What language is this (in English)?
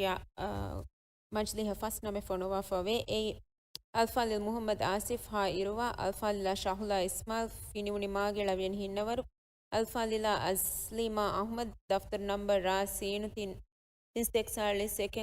Divehi